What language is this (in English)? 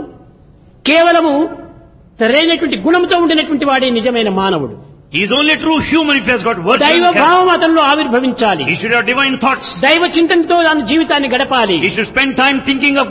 Telugu